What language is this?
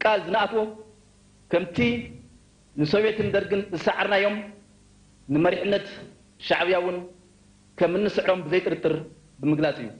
Tigrinya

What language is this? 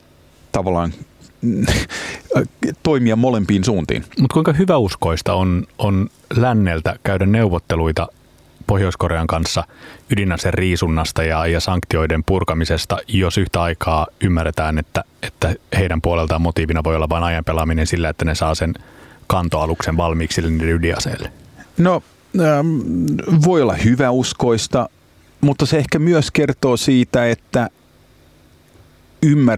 Finnish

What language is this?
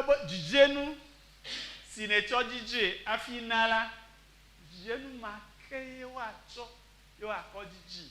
Ewe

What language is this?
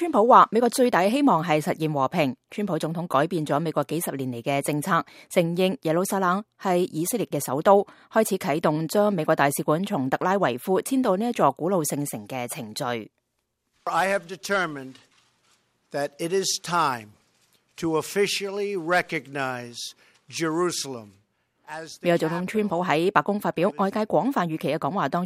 Cantonese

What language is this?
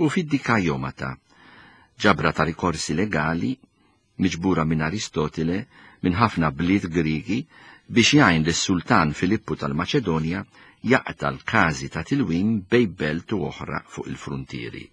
Maltese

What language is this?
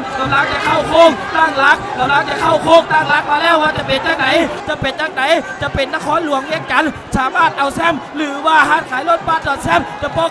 Lao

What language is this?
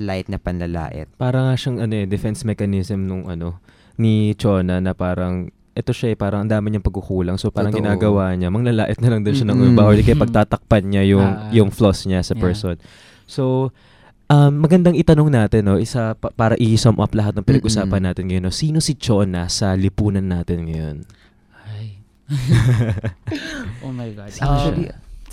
Filipino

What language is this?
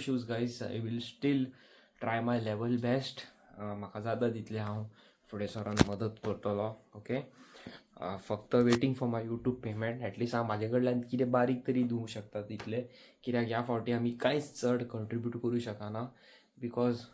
Konkani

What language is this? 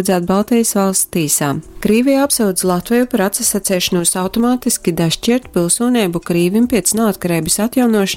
Latgalian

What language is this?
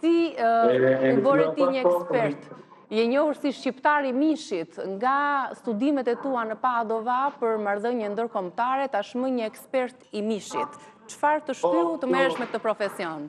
Albanian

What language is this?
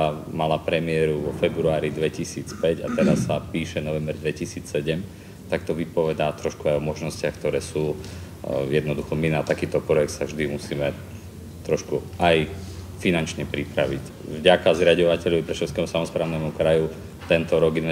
Slovak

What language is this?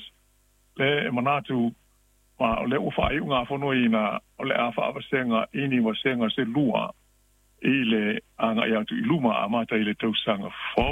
Samoan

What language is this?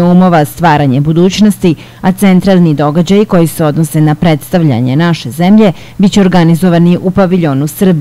Serbian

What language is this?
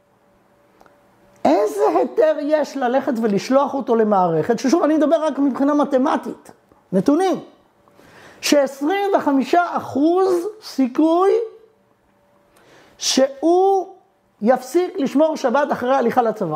Hebrew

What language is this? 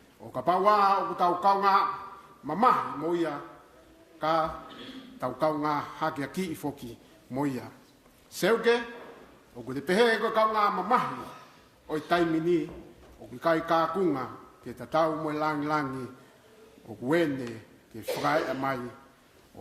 Tongan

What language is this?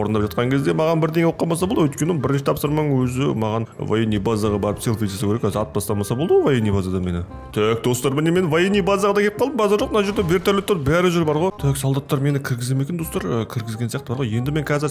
Kazakh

